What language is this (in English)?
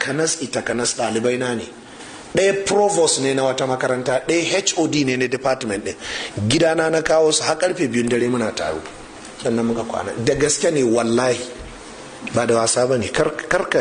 Hausa